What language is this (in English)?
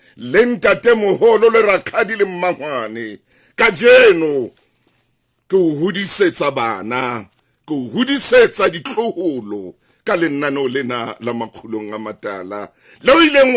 Southern Sotho